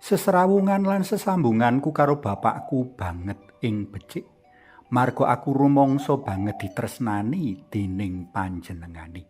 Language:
Javanese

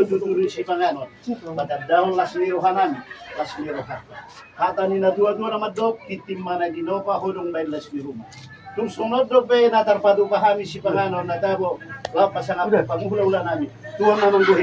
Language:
Batak Toba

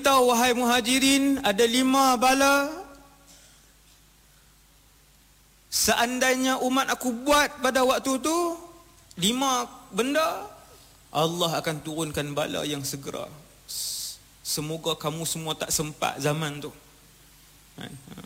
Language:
Malay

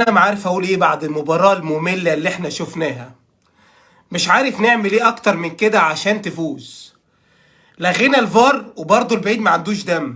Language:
Egyptian Arabic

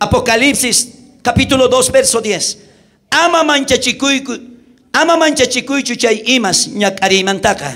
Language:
South Bolivian Quechua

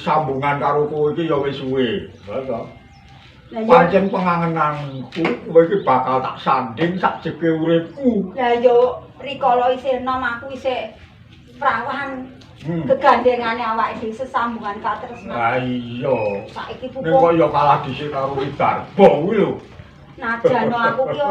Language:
Javanese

